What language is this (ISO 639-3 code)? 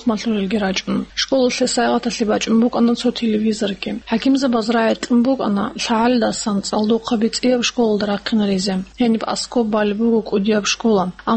ava